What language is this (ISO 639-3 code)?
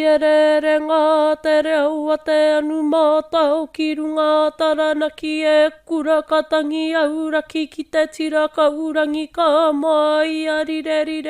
mri